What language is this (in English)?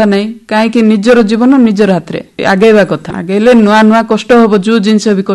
Odia